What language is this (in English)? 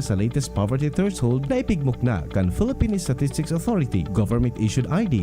Bikol